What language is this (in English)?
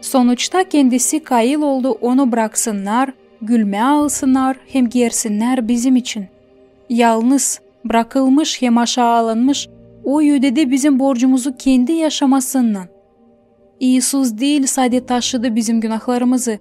Gagauz